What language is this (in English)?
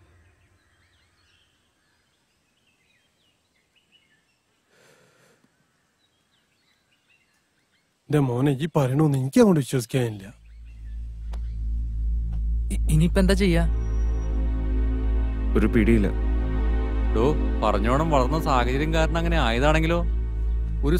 Malayalam